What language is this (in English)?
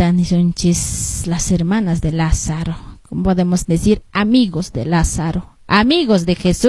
Quechua